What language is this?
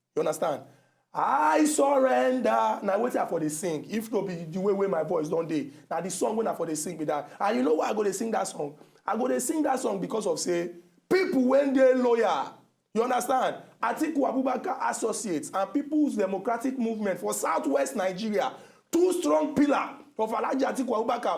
Nigerian Pidgin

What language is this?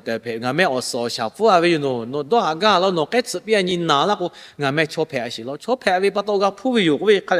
Lahu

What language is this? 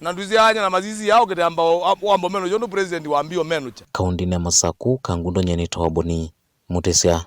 Kamba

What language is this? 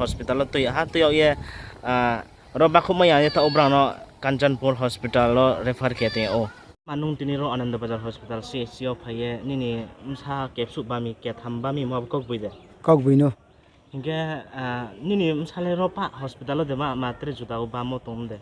Riang (India)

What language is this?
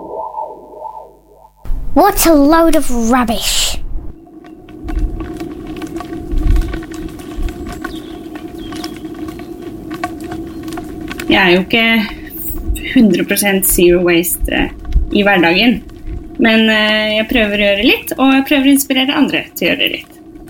Norwegian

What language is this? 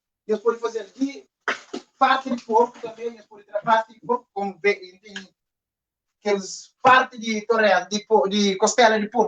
Kabuverdianu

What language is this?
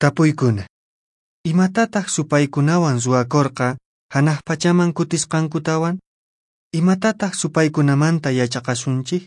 Quechua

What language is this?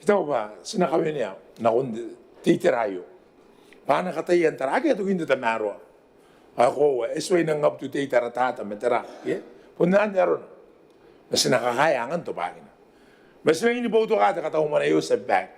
Gilbertese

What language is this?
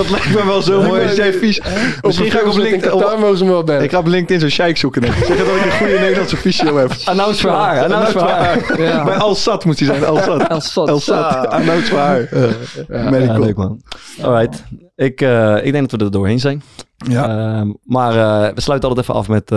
Dutch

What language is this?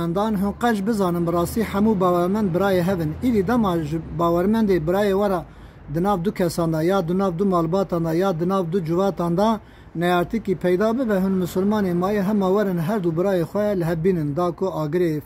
Kurdish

